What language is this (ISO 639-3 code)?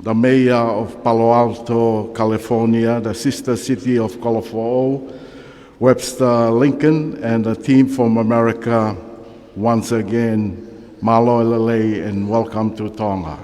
ton